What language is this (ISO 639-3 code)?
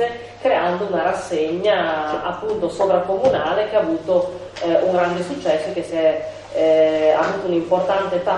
ita